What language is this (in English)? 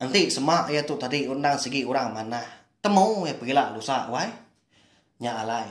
Iban